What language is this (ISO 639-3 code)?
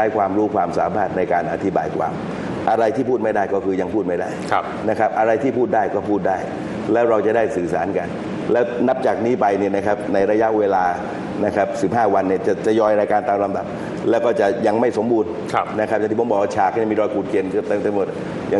tha